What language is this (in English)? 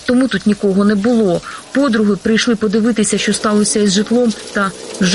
Ukrainian